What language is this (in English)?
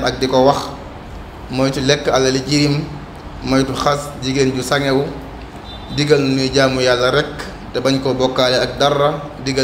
Wolof